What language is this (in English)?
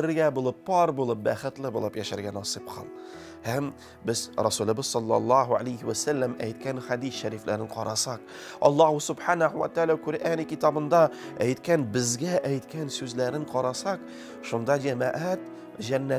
Tatar